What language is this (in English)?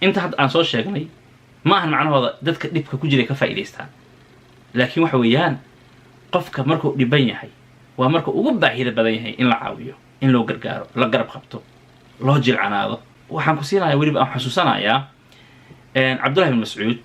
Somali